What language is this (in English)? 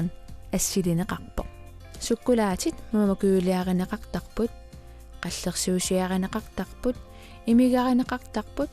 Kalaallisut